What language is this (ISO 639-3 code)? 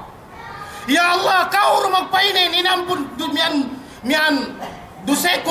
yka